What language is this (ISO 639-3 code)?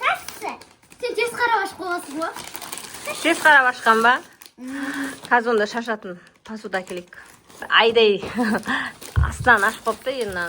kaz